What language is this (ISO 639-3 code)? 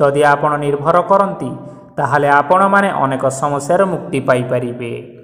ori